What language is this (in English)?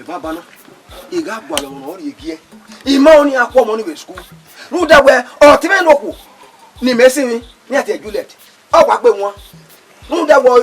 Bini